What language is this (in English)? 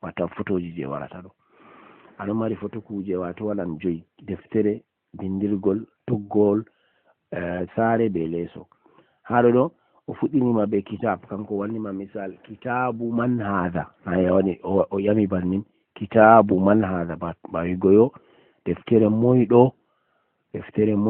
Fula